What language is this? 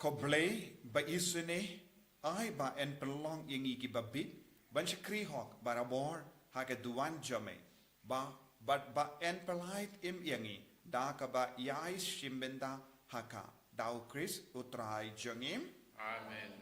Khasi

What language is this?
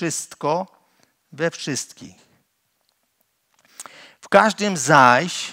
Polish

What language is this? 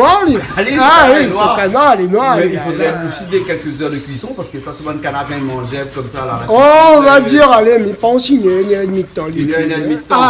Réunion Creole French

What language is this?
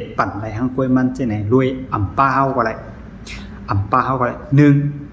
Shan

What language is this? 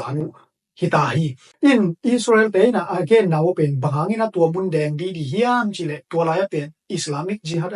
Tedim Chin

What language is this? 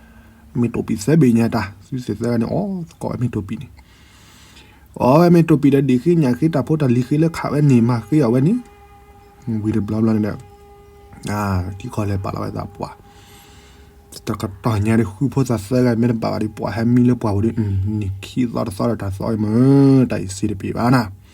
S'gaw Karen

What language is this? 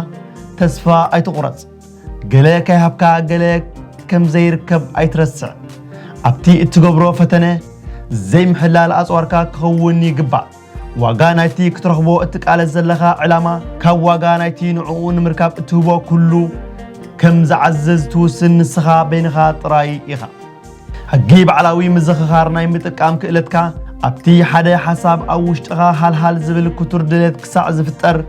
Tigrinya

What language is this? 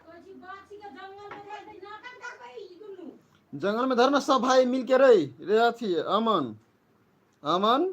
Maithili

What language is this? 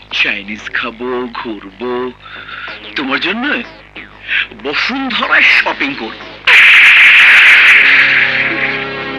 Bangla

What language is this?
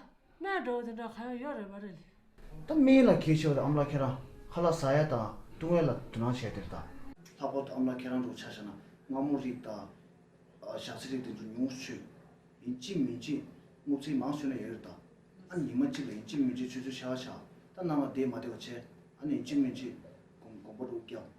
Tibetan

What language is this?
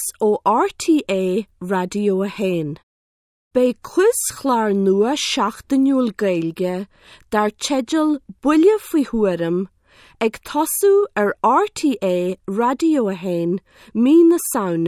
Irish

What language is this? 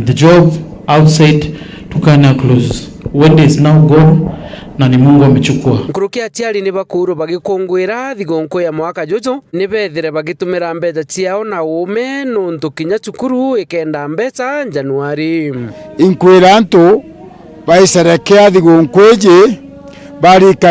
Meru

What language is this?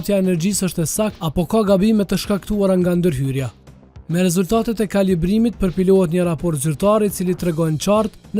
Albanian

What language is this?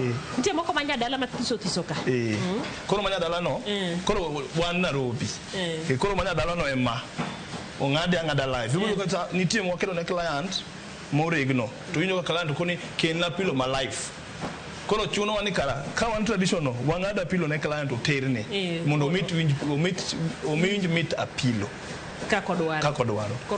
Luo (Kenya and Tanzania)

